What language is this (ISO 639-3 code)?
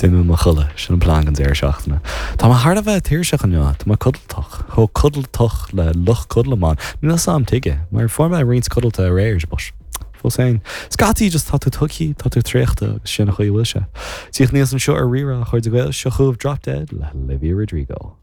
gle